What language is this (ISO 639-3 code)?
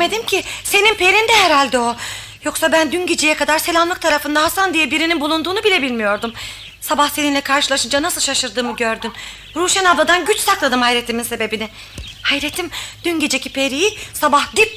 tur